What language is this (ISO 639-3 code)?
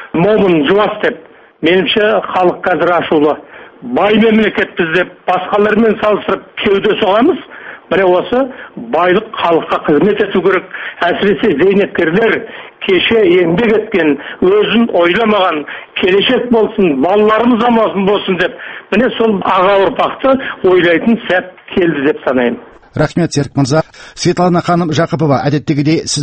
kaz